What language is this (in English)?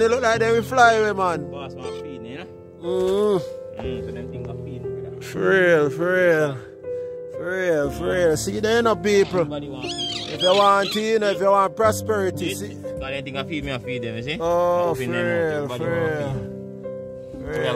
Jamaican Creole English